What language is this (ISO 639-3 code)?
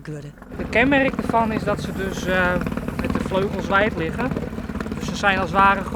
fry